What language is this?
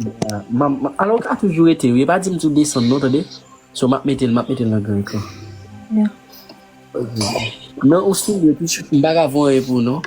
Haitian Creole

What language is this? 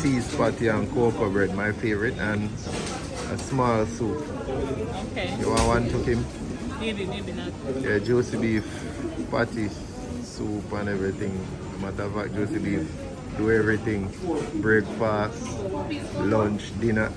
Jamaican Creole English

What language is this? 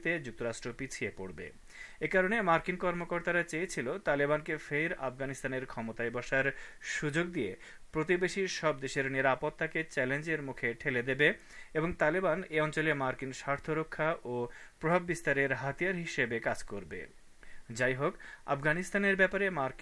Bangla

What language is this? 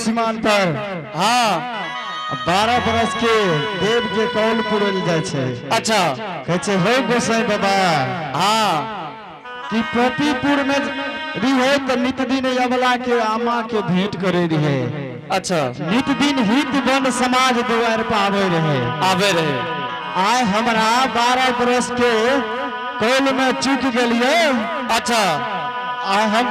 Angika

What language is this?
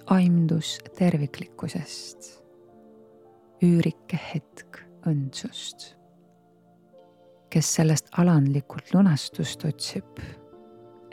Estonian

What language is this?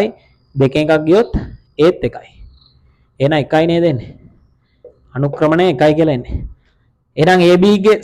Sinhala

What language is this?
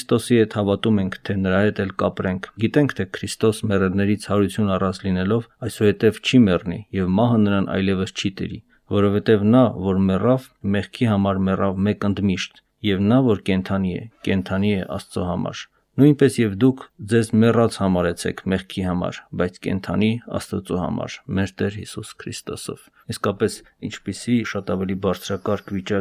Armenian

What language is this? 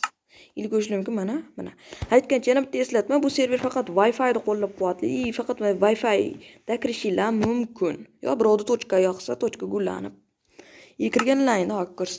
Uzbek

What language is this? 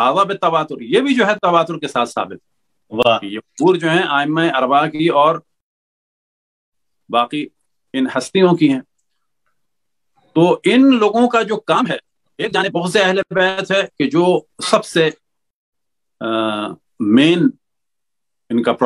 Urdu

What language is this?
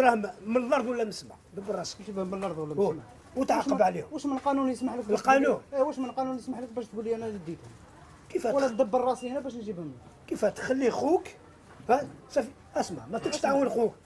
Algerian Arabic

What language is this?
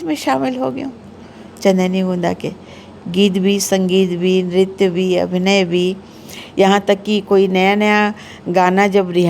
Chhattisgarhi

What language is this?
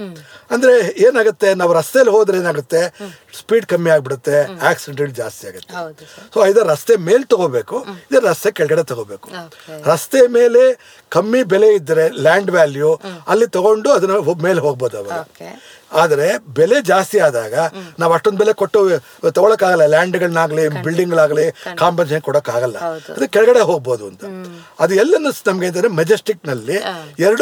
Kannada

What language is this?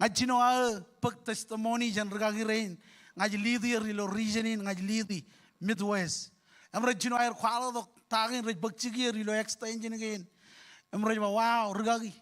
Marshallese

